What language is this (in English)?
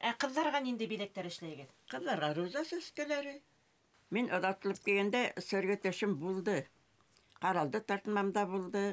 Bashkir